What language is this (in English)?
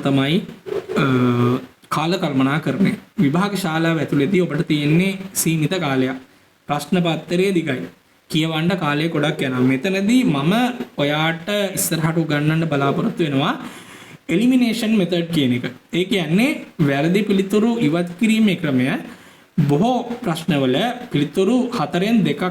Sinhala